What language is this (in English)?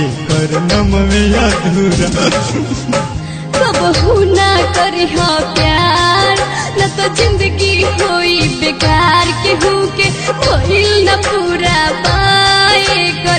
Bhojpuri